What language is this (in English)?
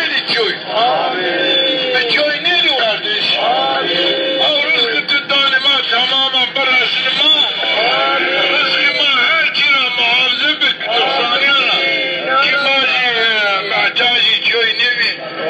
Zaza